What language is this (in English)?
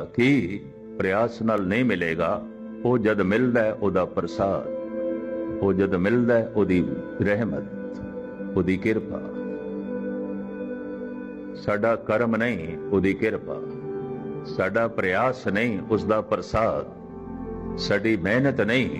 Punjabi